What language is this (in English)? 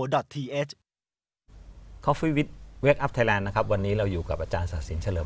Thai